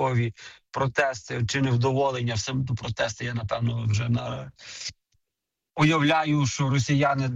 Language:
Ukrainian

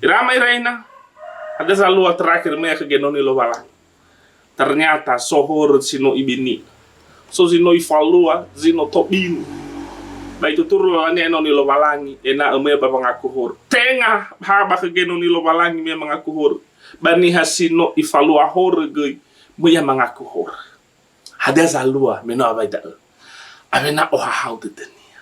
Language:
Nias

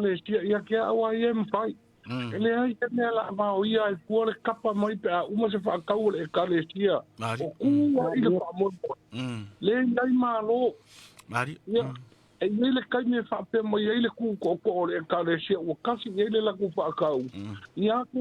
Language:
Samoan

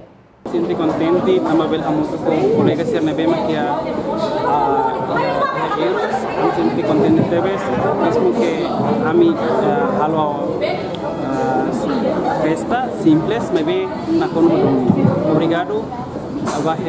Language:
Tetum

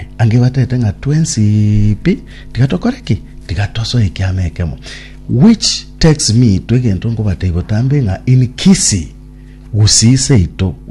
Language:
Gusii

